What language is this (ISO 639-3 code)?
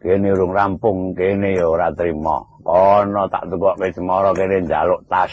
jav